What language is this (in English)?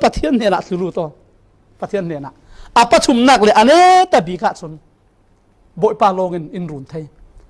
Falam Chin